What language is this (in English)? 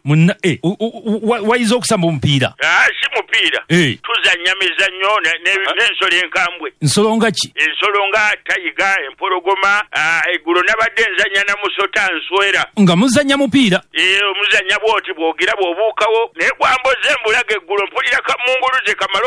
Ganda